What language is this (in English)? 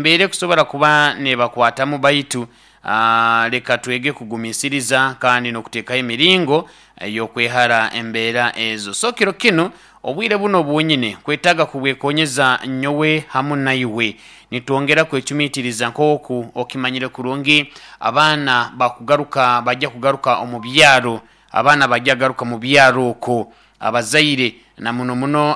Nyoro